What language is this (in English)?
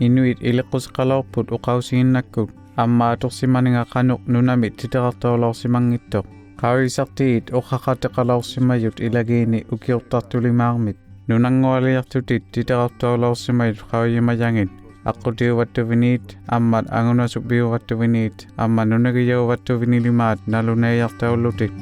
Inuktitut